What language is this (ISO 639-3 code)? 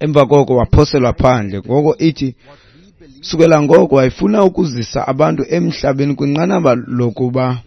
xho